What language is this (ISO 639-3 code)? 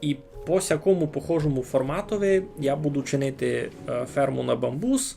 rue